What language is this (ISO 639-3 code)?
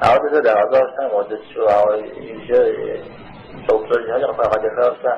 kbd